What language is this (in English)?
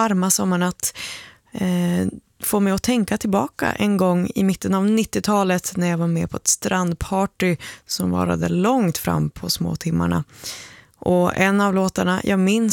Swedish